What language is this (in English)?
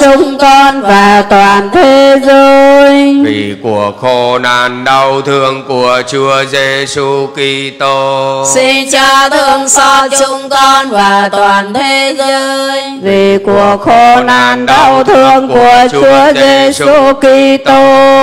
Vietnamese